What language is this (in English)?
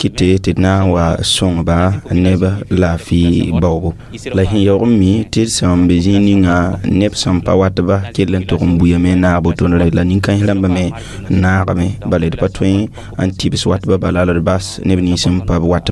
Mossi